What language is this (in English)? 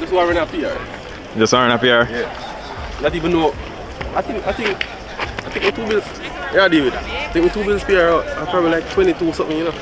Jamaican Creole English